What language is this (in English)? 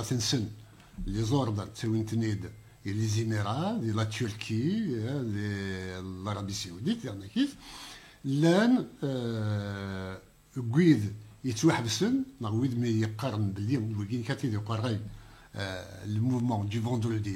Kabyle